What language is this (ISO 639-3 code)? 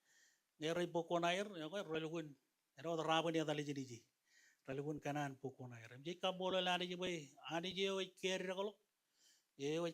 mah